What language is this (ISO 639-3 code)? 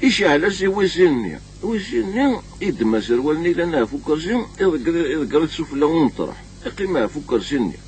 kab